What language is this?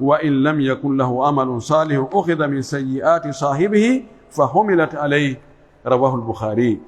Pular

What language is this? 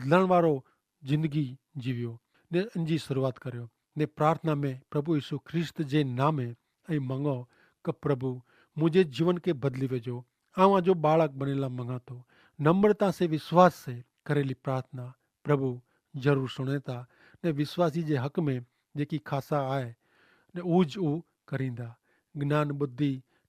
Kachhi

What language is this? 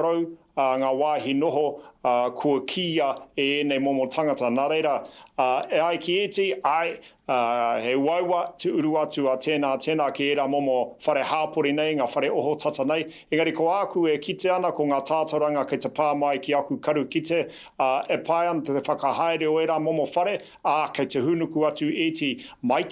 Māori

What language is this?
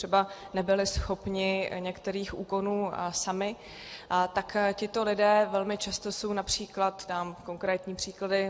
Czech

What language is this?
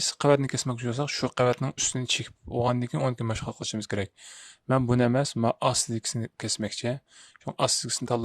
Uyghur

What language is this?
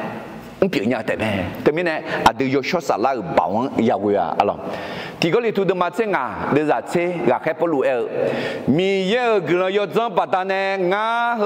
Akha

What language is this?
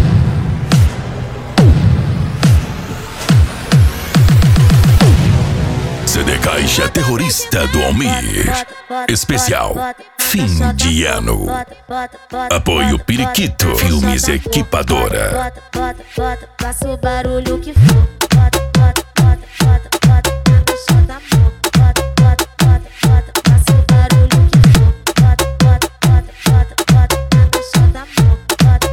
Portuguese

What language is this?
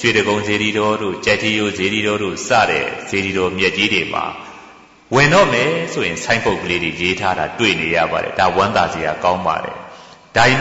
Burmese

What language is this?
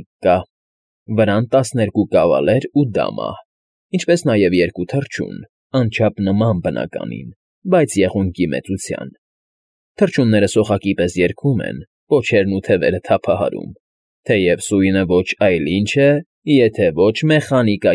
Armenian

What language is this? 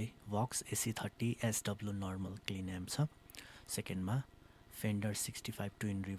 Nepali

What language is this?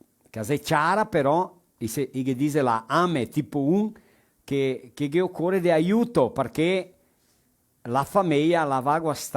Venetian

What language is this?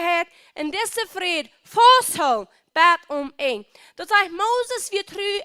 Plautdietsch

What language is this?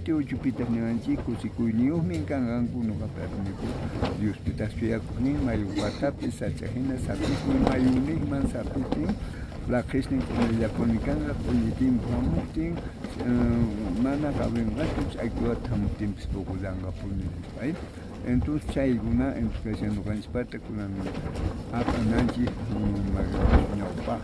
South Bolivian Quechua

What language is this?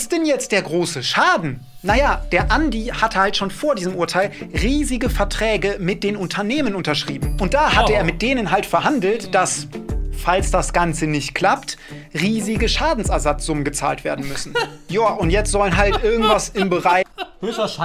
German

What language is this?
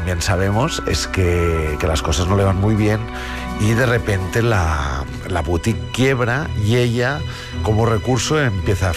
Spanish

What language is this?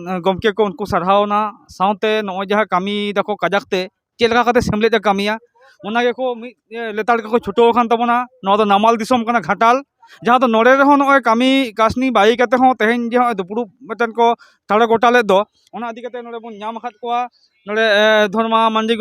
Santali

